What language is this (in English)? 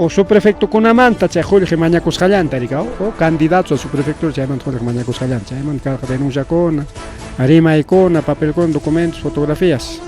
Ayacucho Quechua